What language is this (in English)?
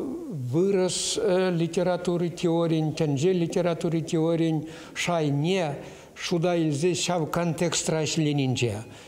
Chuvash